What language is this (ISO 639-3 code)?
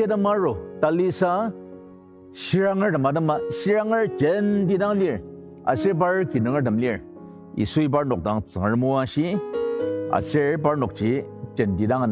njo